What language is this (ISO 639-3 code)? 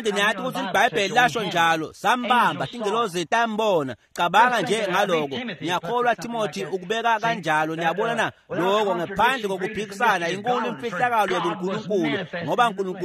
ssw